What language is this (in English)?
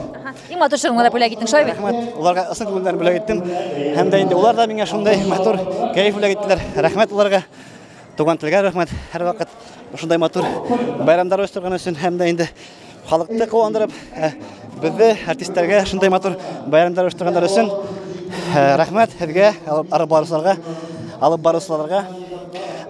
Tatar